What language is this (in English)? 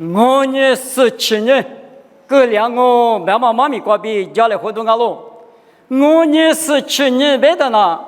Lisu